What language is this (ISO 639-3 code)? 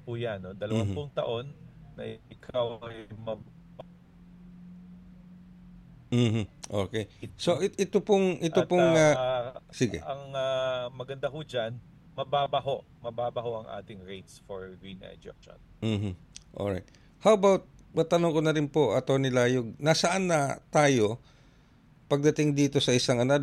fil